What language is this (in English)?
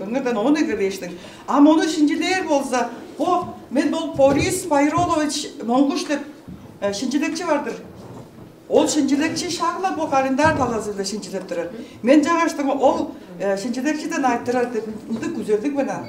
Tuvinian